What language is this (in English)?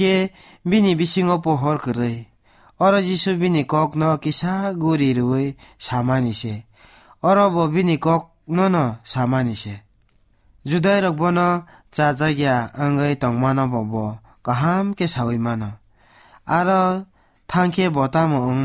Kok Borok